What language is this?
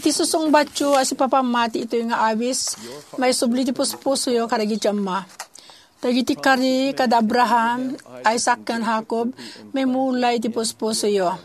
Iloko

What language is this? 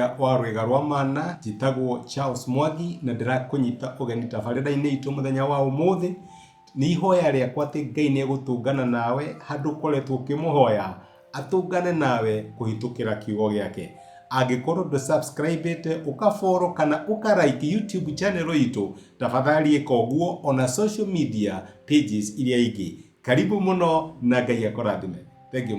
Kikuyu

